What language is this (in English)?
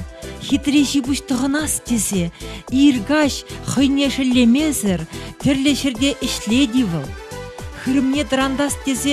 Chuvash